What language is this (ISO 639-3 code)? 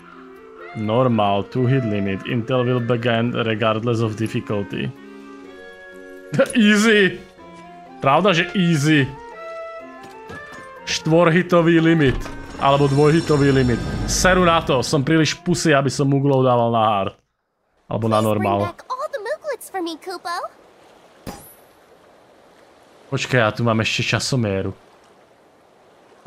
slk